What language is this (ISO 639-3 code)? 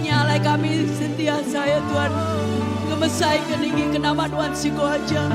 iba